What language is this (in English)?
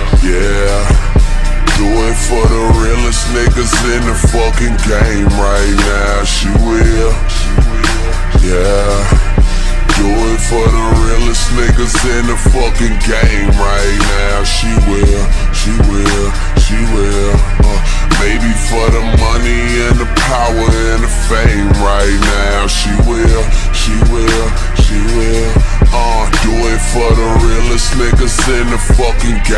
English